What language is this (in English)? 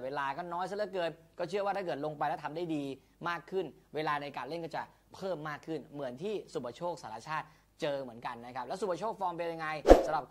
Thai